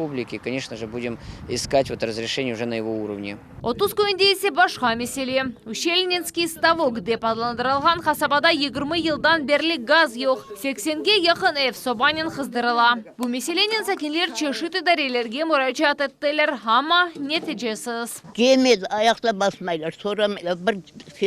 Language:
Crimean Tatar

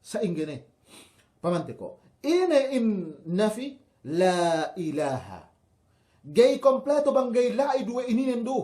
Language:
Yakan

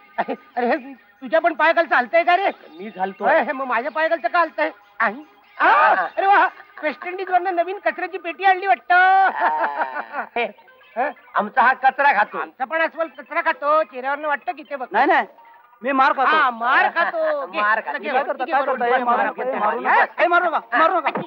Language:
Marathi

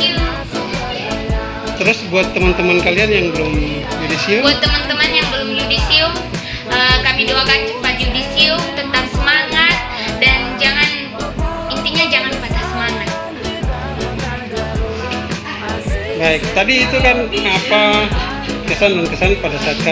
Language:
Indonesian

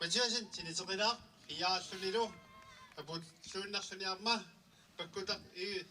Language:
Kalaallisut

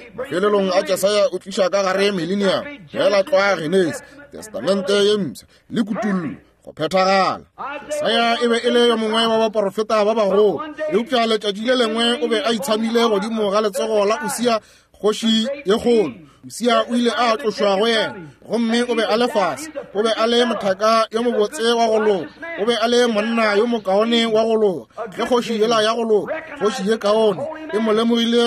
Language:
Northern Sotho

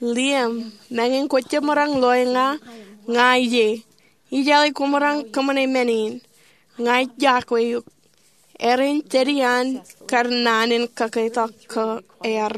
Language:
Marshallese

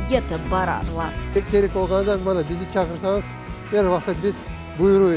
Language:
Crimean Tatar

